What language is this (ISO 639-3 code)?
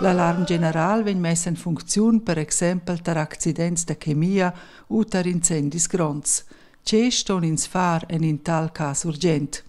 roh